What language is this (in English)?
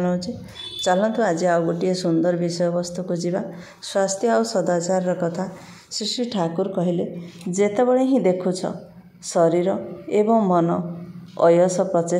Odia